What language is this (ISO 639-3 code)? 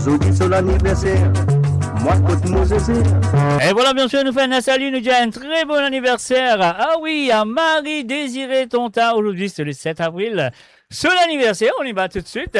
mfe